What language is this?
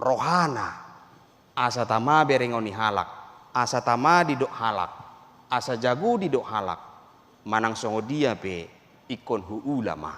Batak Toba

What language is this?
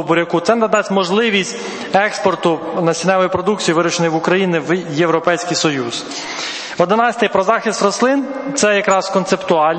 Ukrainian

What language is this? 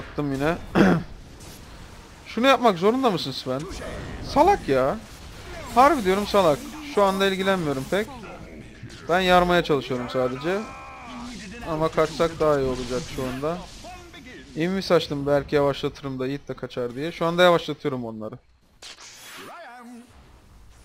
Turkish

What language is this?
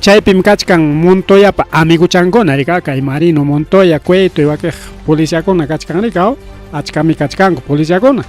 Ayacucho Quechua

